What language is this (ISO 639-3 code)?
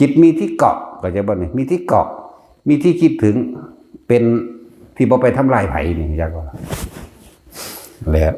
tts